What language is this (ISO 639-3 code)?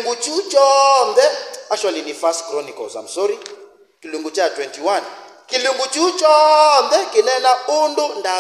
kam